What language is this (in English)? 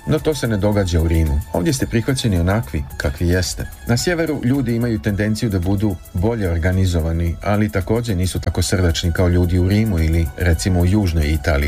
Serbian